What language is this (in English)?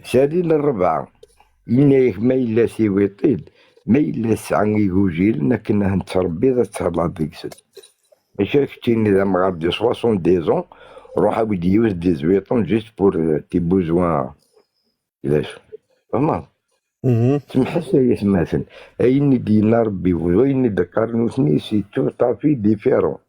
Kabyle